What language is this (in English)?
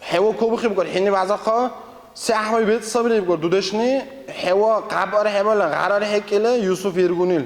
Dargwa